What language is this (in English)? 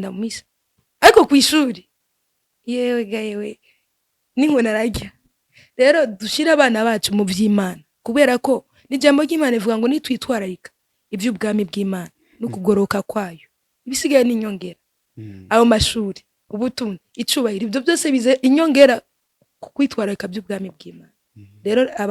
Rundi